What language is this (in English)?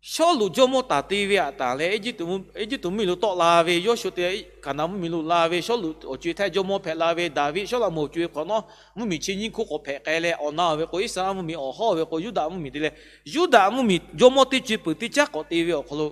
Lahu